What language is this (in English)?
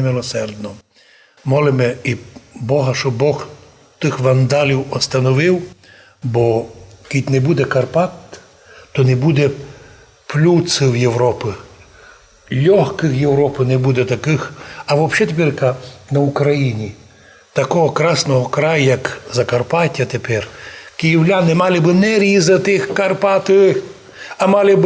Rusyn